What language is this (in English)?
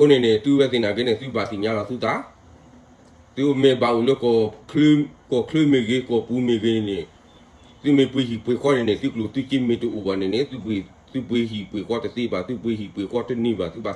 S'gaw Karen